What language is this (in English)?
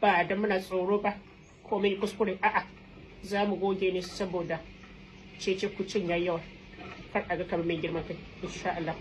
Hausa